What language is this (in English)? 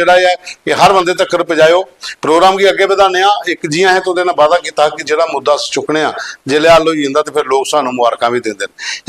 Dogri